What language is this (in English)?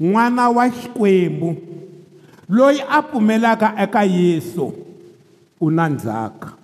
Tsonga